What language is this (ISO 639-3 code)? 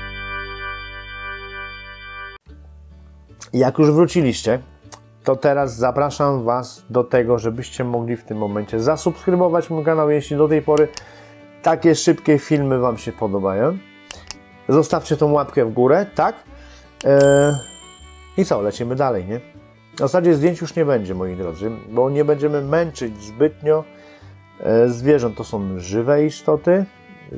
pol